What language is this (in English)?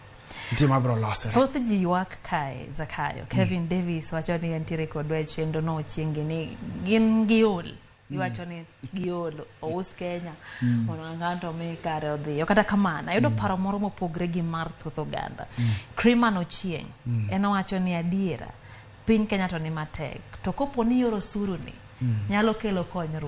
Luo (Kenya and Tanzania)